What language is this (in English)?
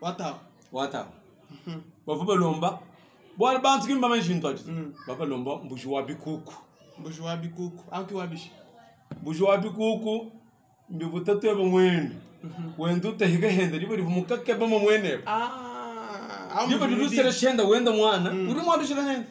Luba-Lulua